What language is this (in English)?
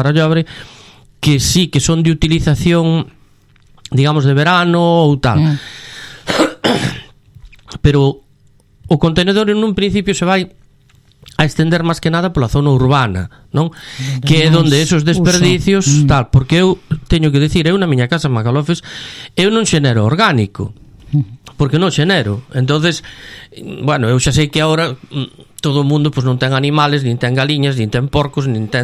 Galician